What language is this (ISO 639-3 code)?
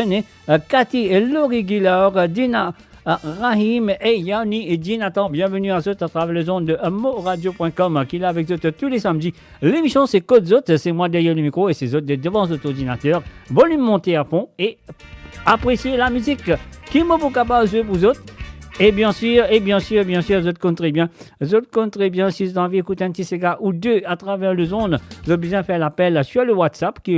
mfe